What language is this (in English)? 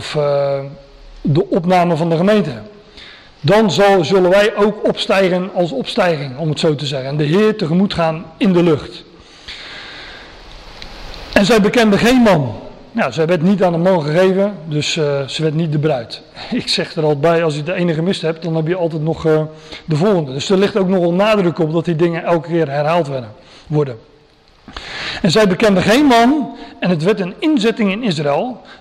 Dutch